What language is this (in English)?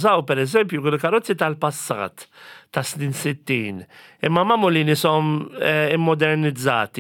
Maltese